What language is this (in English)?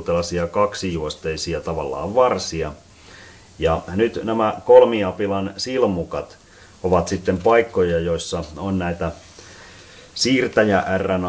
Finnish